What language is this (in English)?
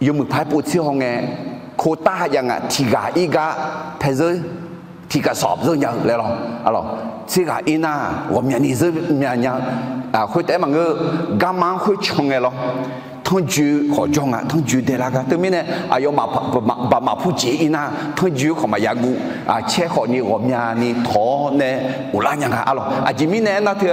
Akha